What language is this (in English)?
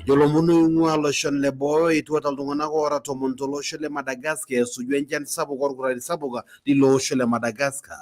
Masai